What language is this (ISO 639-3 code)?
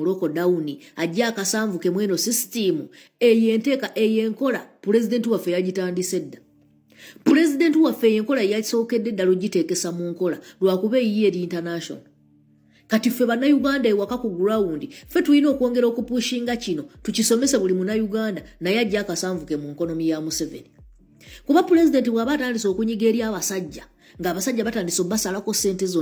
lug